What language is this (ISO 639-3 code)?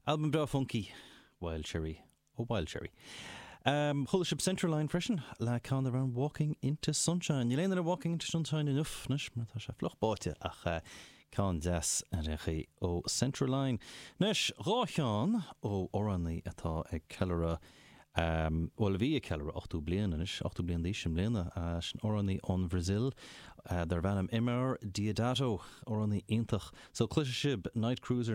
gle